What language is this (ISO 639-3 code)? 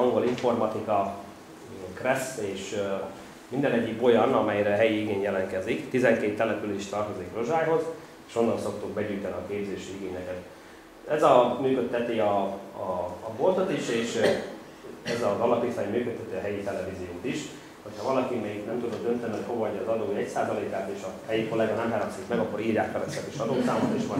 hun